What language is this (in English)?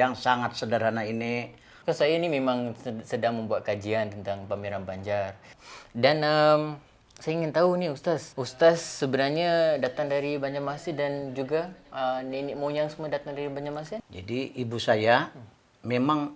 Banjar